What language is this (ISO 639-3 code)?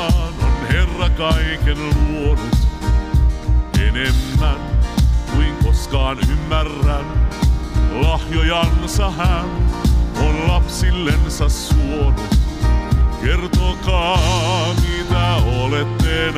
fin